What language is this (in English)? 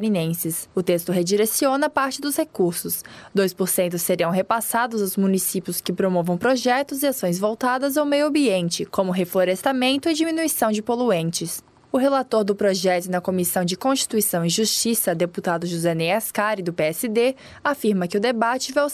Portuguese